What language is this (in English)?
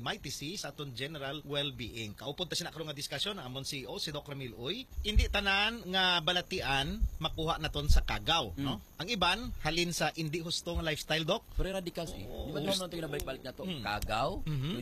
Hiligaynon